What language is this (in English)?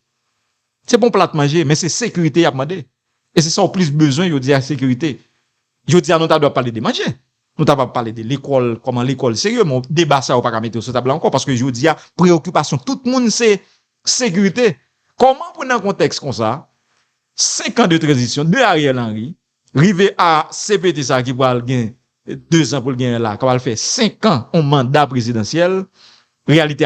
Haitian Creole